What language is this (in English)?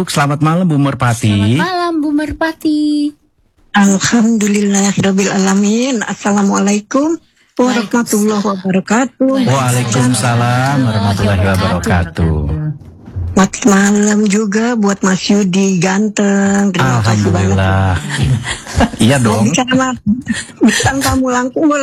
Indonesian